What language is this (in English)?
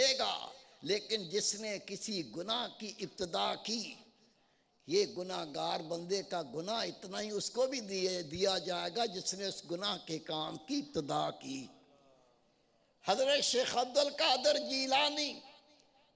Urdu